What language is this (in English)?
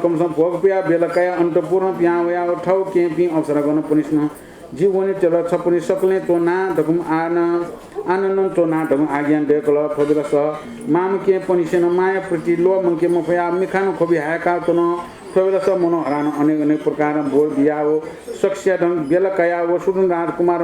Newari